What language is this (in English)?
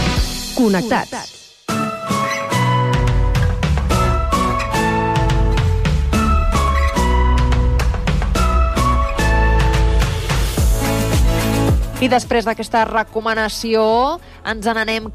Catalan